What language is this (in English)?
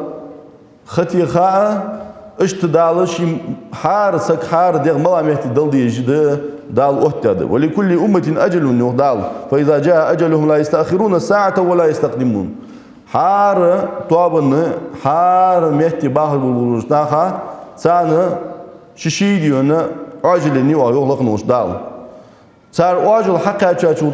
Ingush